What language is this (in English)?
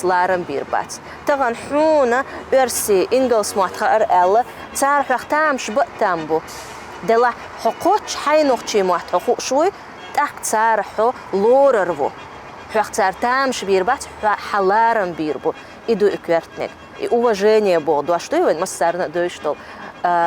Chechen